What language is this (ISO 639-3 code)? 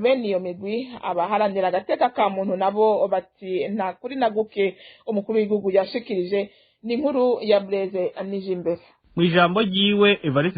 run